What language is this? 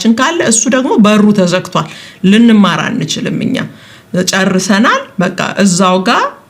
Amharic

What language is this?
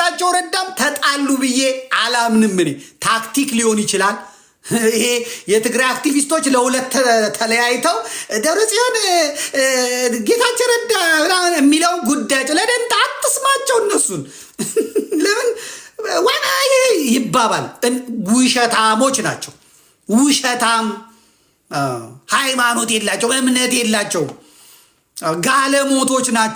Amharic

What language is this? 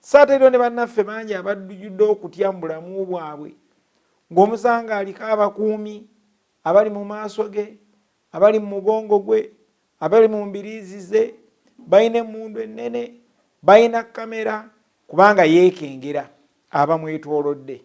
Ganda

